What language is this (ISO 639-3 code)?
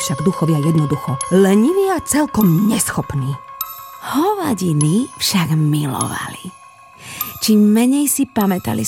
slk